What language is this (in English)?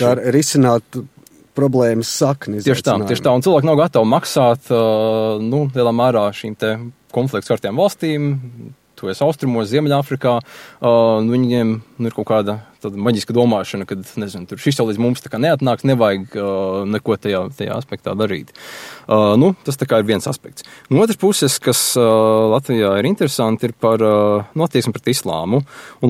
Latvian